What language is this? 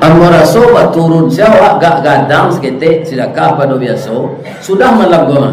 Minangkabau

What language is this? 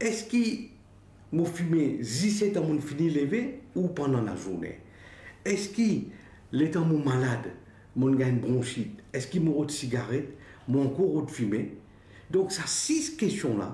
Morisyen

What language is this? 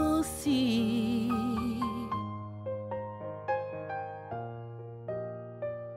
French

